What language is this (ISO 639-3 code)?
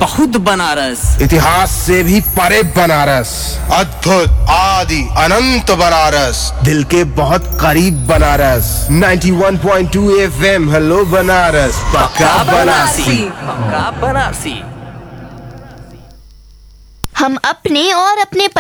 hin